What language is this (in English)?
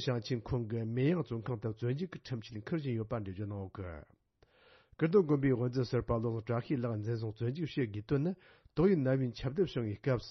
Tibetan